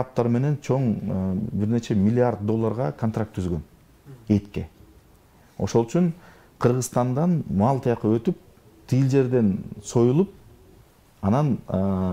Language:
Kyrgyz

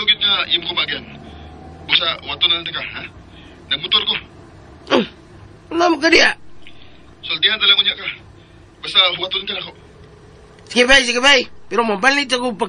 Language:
Cebuano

